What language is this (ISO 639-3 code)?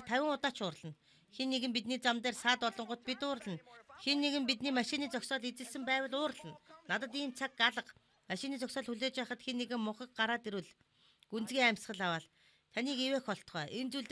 mon